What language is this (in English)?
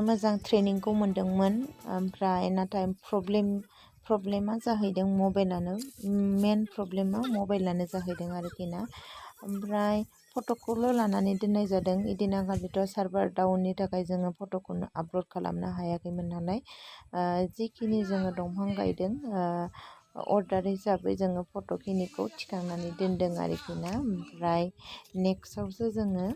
Bodo